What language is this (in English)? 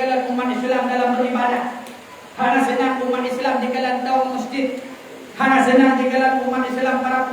Achinese